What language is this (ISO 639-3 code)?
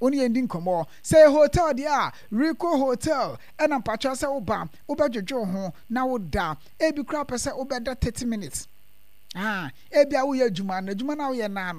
aka